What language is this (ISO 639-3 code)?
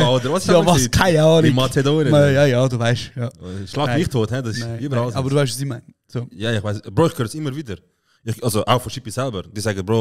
gsw